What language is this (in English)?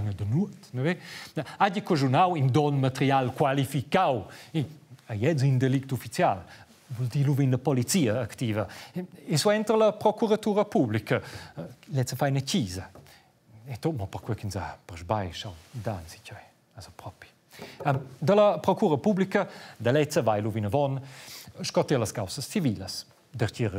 Romansh